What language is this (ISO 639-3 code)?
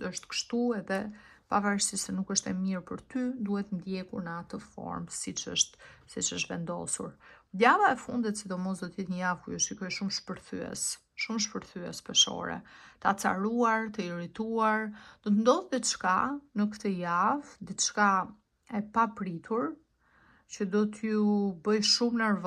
sqi